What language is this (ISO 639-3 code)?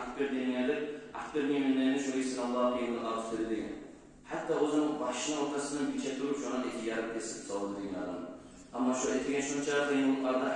kum